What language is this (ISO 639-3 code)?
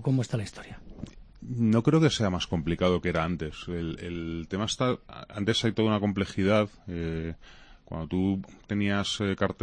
spa